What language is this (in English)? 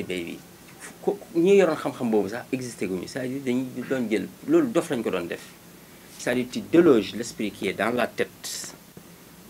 Wolof